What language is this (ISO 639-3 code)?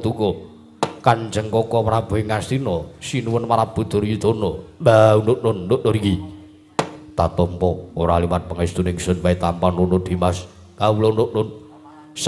jav